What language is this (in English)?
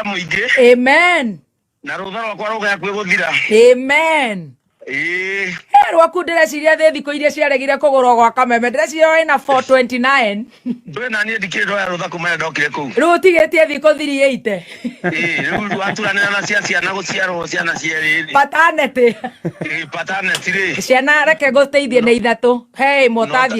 Kikuyu